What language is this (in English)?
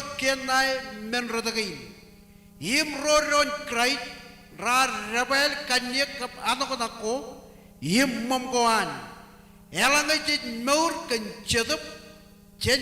Marshallese